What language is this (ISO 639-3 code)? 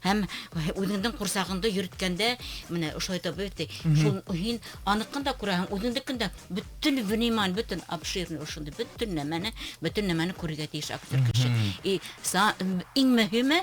bak